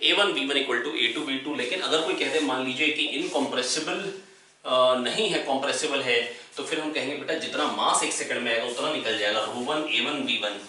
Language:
Hindi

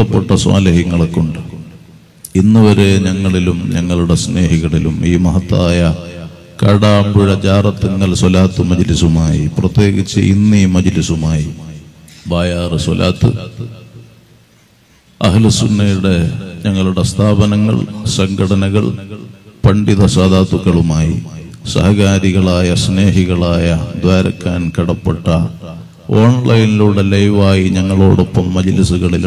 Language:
Malayalam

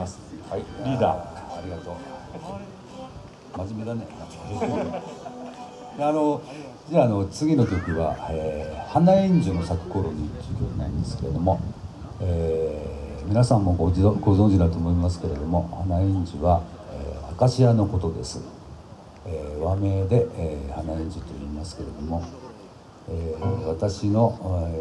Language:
Japanese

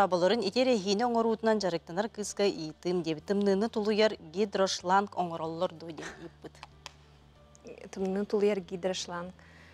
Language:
Yakut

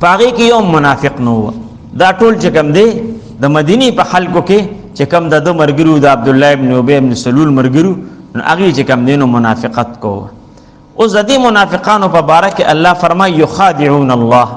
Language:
Pashto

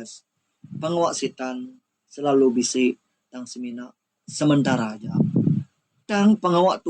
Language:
Iban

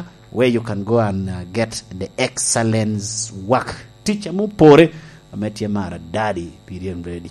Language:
Lango (Uganda)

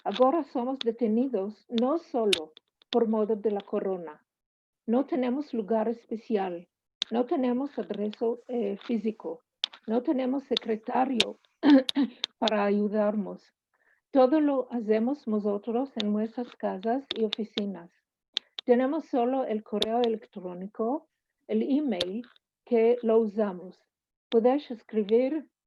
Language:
Ladino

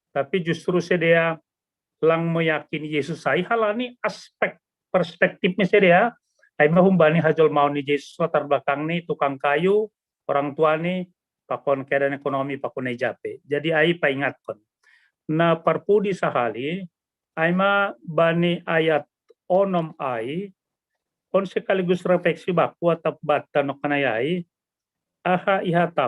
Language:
Batak Simalungun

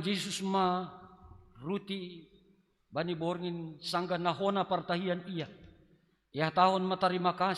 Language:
Batak Simalungun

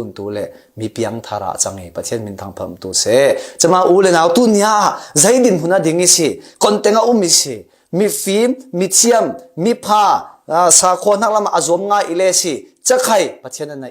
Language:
Falam Chin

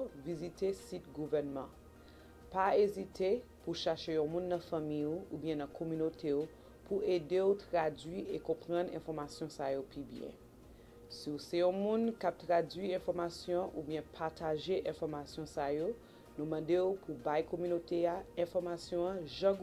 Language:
Haitian Creole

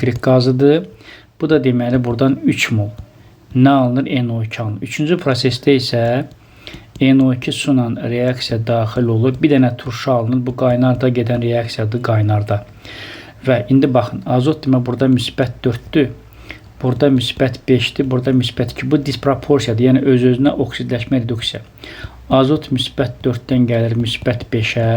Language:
Azerbaijani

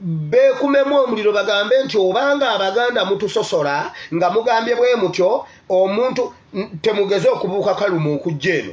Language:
Ganda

